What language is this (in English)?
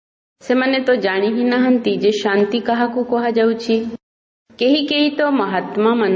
Odia